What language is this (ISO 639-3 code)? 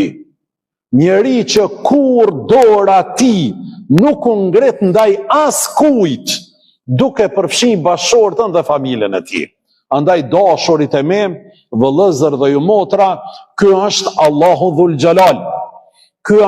sqi